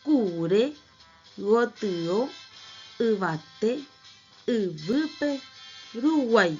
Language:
Guarani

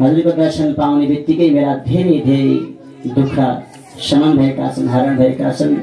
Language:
Nepali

